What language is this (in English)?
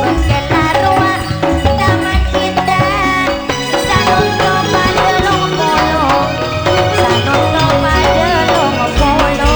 Madurese